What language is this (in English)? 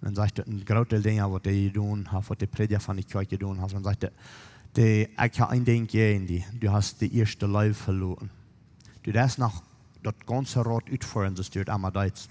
Plautdietsch